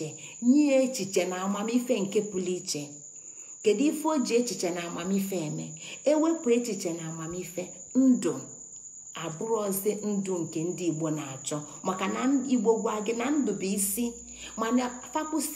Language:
Igbo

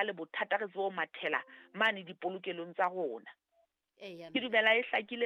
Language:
Southern Sotho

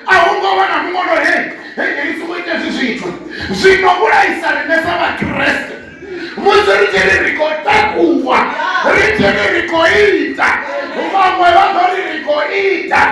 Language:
Venda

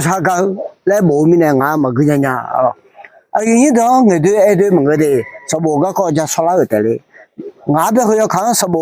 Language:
Akha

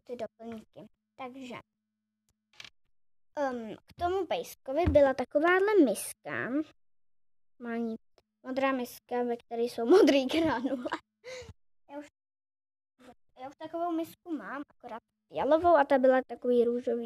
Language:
Czech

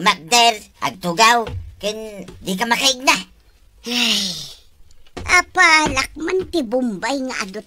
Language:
Iloko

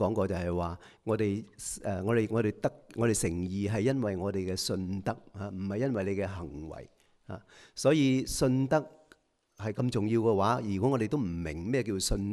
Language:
Cantonese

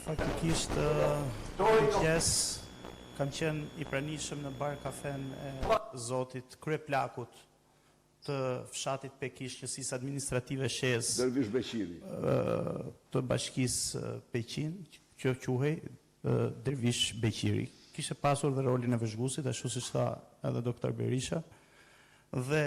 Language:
Albanian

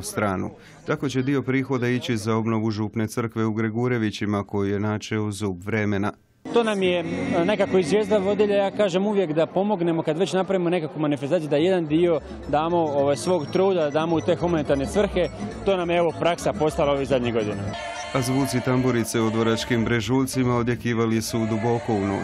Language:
Croatian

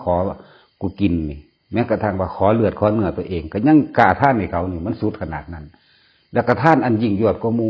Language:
Northeastern Thai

